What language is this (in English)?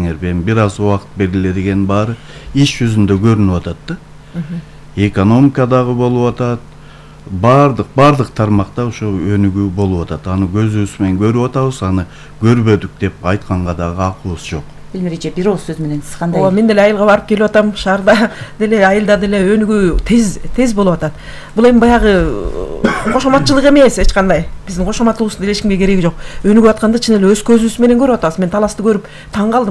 Kyrgyz